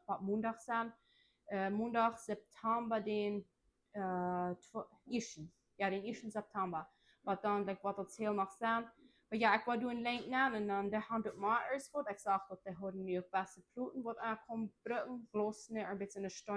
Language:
Plautdietsch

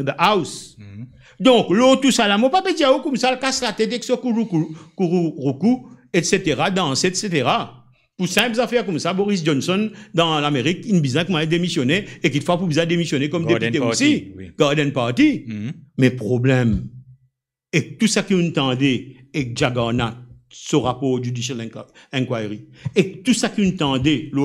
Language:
Morisyen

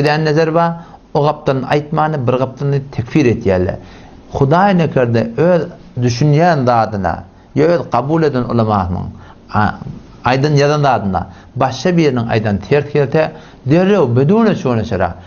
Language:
Turkmen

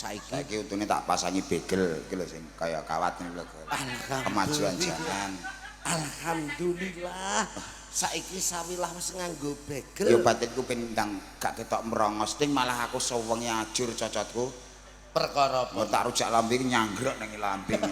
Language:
Javanese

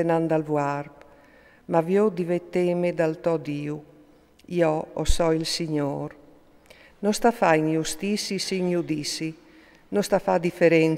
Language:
Friulian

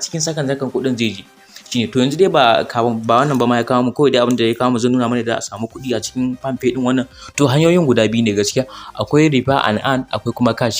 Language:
Hausa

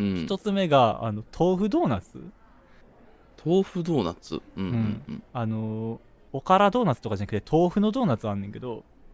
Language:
Japanese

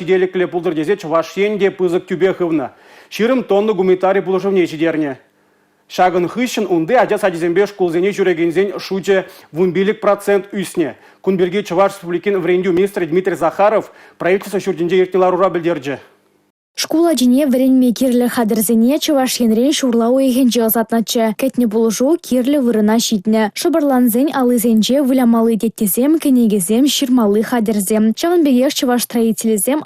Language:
Chuvash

